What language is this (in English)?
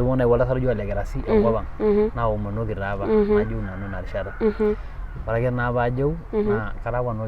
Masai